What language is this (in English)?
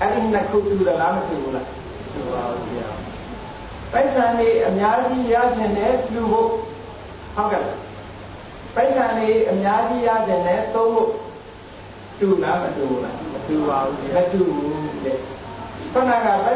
Burmese